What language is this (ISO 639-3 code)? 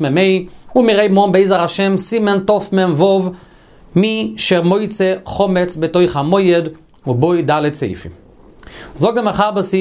yid